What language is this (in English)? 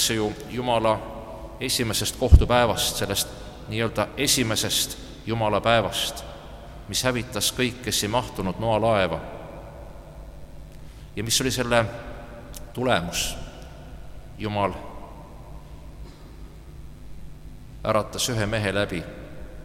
Estonian